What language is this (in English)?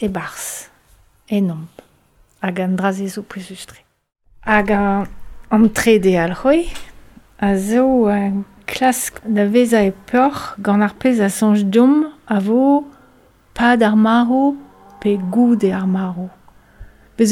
Breton